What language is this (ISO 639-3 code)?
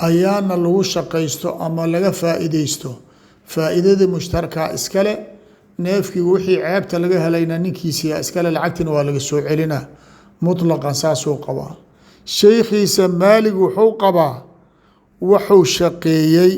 som